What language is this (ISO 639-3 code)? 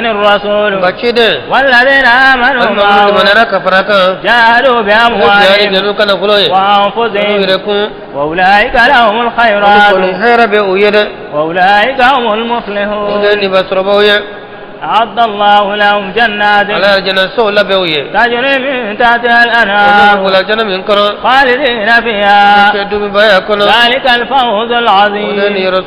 bam